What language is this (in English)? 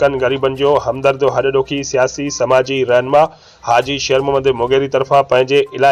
Sindhi